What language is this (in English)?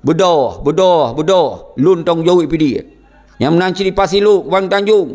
Achinese